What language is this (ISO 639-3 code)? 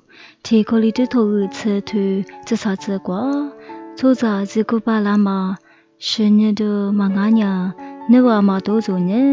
lis